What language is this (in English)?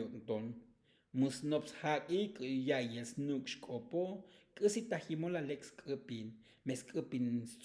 Tzotzil